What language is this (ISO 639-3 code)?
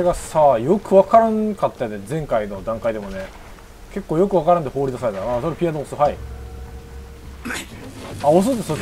jpn